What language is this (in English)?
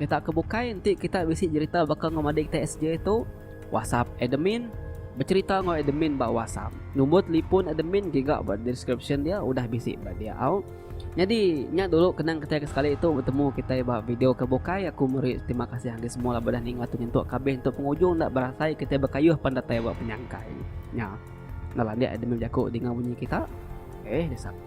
Iban